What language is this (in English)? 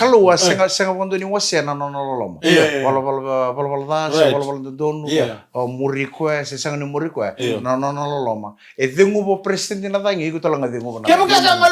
Fijian